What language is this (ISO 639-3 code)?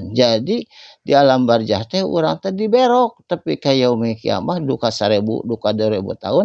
sun